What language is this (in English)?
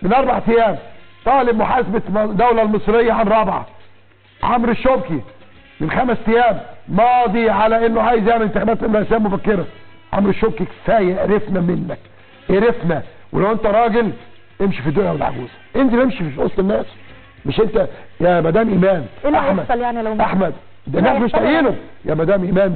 Egyptian Arabic